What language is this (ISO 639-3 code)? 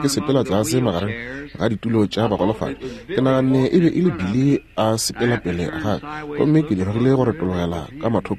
nso